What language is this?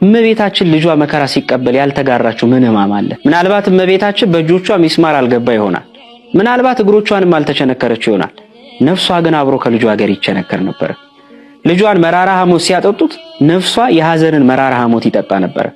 Amharic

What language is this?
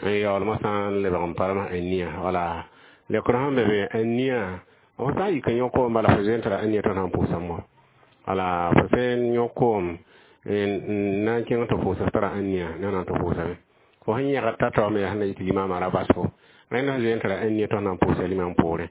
Mossi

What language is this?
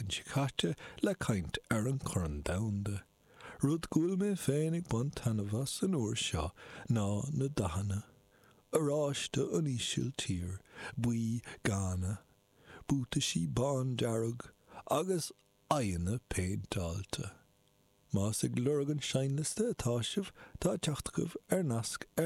Irish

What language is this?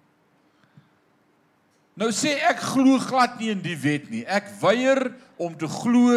Afrikaans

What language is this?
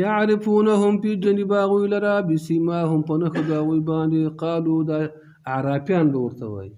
Pashto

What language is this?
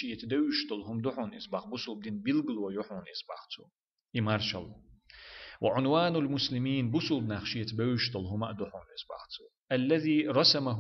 Chechen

